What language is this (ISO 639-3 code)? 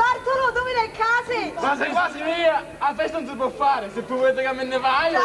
scn